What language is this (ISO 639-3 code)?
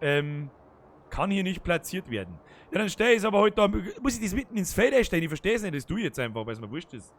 bar